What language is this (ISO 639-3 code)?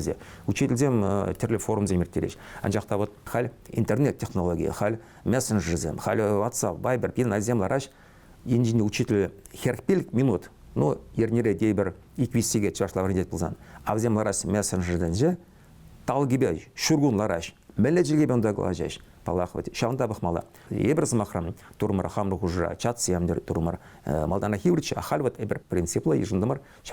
chv